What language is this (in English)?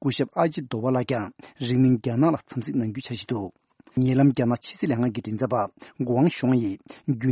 Tibetan